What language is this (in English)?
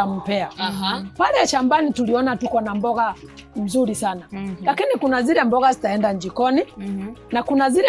Swahili